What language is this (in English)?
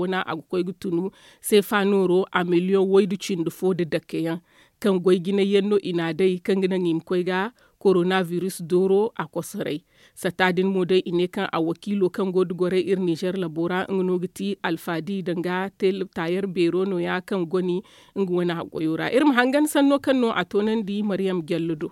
Zarma